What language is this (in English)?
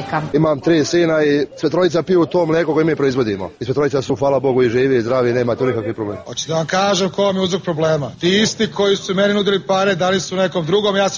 Serbian